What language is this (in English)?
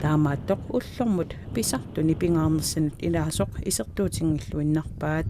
Kalaallisut